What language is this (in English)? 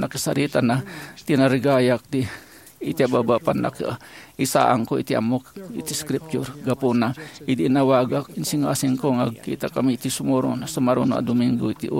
Iloko